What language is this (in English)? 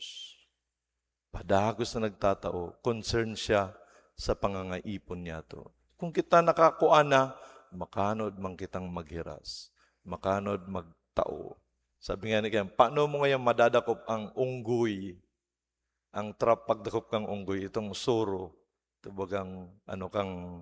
Bikol